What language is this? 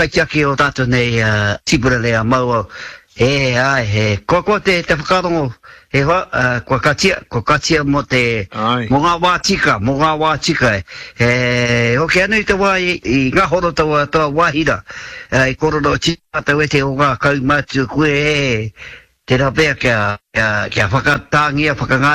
Māori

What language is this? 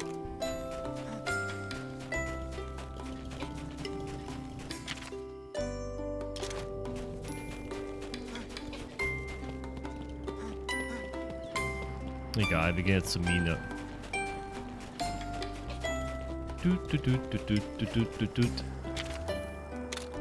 German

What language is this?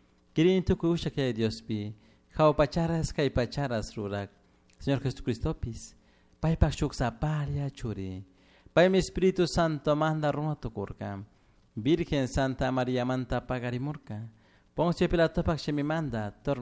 Chimborazo Highland Quichua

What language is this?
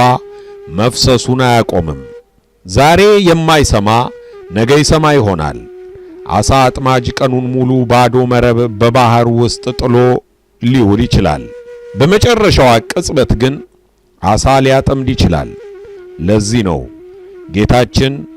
Amharic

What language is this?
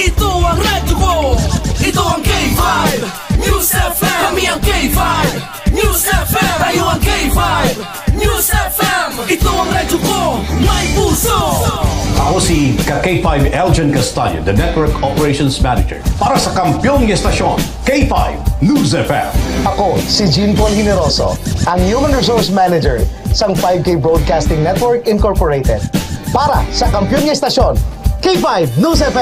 Hiligaynon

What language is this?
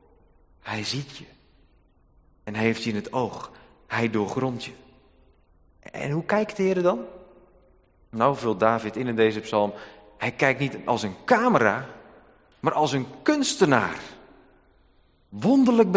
Dutch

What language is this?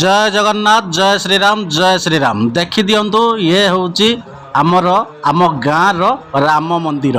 Odia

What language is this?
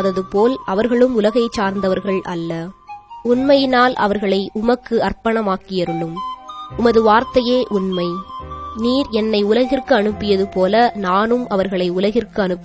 Tamil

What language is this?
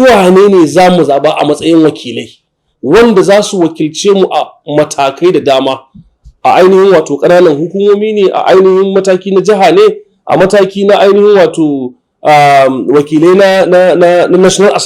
Hausa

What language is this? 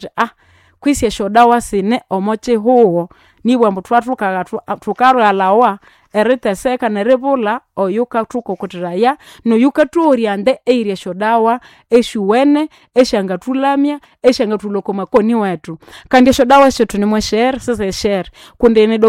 Nande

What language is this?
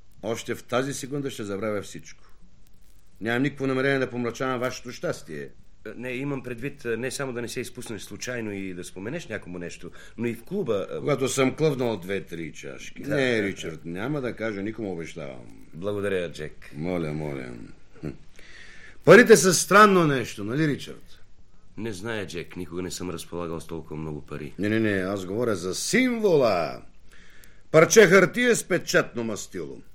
Bulgarian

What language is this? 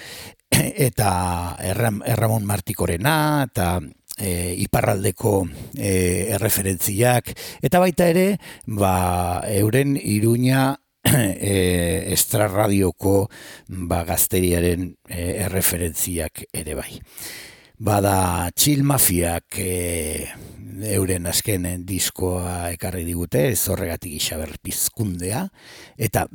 Basque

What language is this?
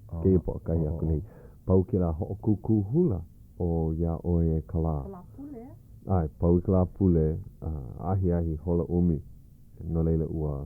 Hawaiian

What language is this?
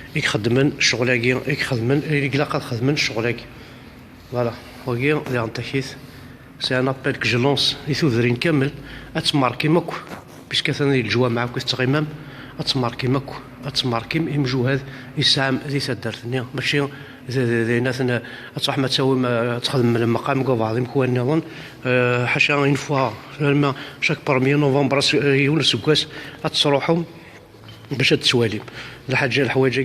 Kabyle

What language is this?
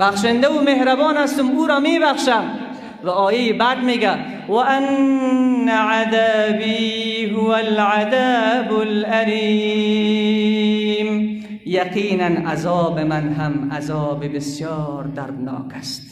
Persian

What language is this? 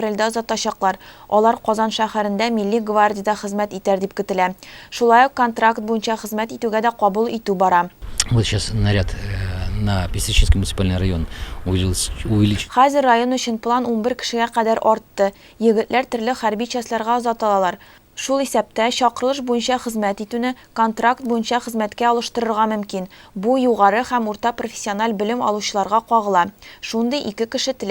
Tatar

